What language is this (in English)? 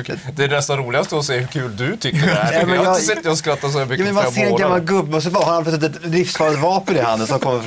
Swedish